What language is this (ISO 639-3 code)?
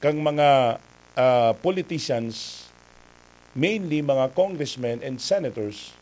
bik